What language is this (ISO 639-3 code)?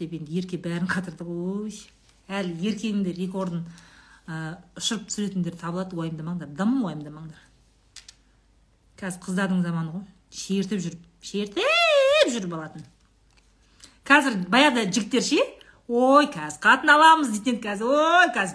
kaz